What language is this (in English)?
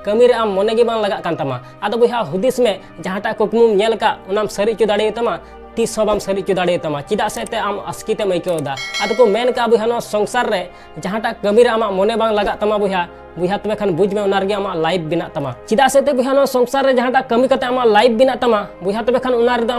Santali